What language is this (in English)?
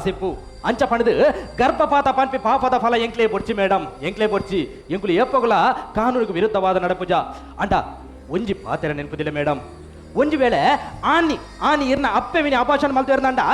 Tulu